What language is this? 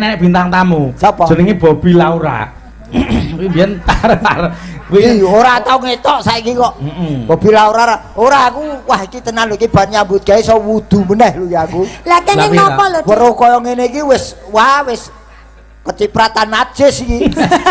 Javanese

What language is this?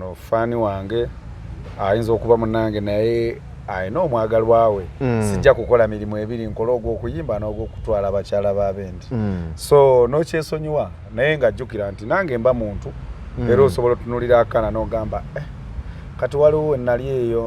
Ganda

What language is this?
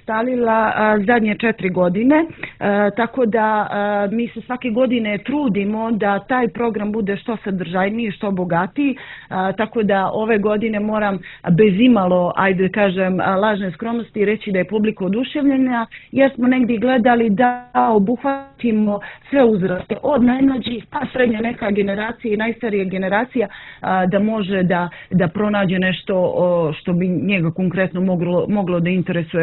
Bosnian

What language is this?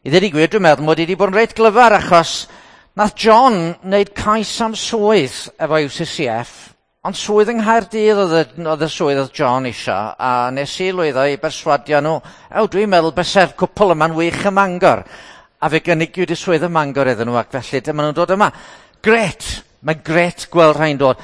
Welsh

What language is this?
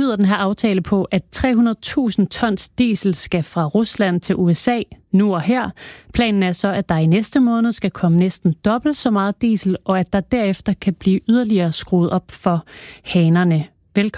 Danish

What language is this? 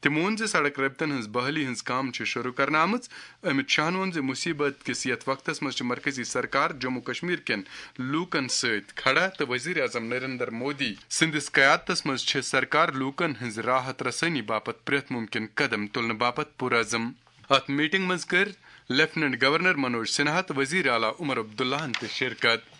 Kashmiri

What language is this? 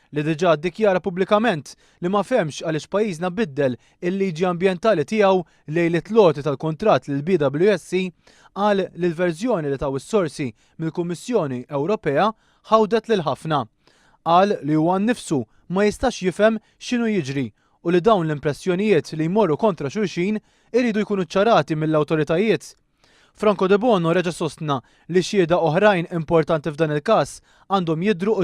Maltese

